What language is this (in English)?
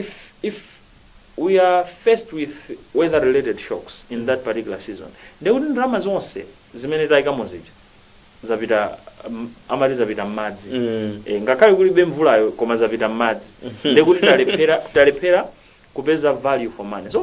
Nyanja